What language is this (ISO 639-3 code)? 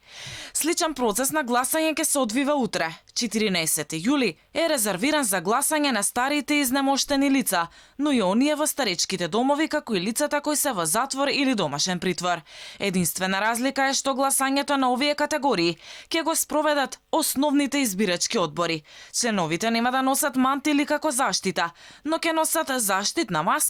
mkd